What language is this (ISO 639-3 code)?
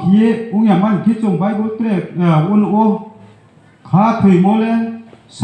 ria